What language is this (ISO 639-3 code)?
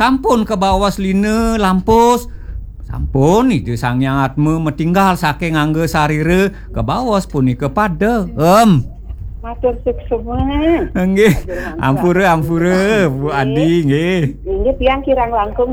ban